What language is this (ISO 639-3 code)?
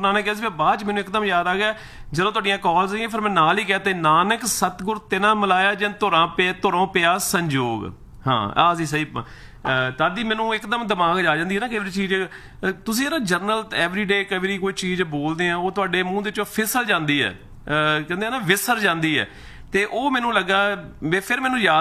pan